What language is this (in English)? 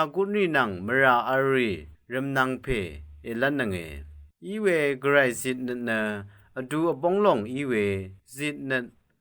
Rawang